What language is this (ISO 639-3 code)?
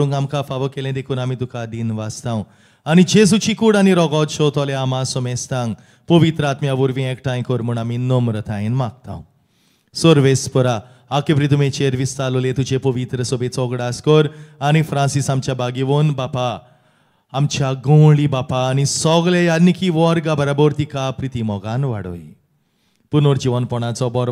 kok